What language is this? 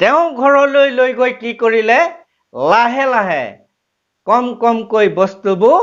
Assamese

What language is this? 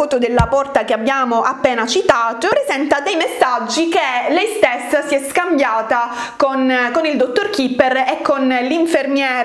Italian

